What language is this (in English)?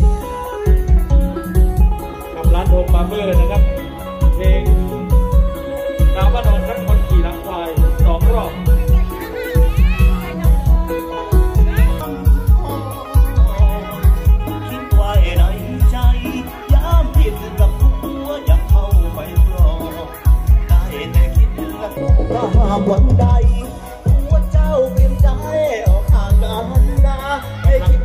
Thai